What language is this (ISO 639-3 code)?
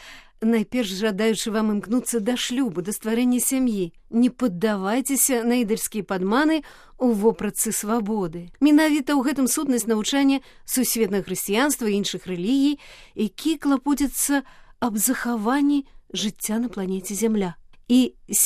bel